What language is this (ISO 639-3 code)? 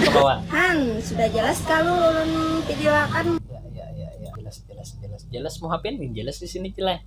bjn